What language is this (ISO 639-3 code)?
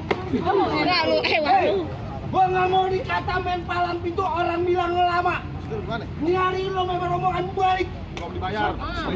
bew